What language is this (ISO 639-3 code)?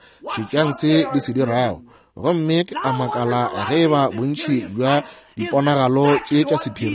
nso